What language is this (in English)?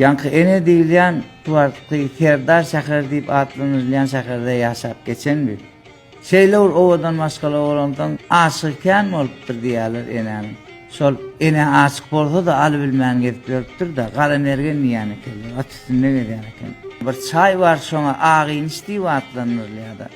Turkmen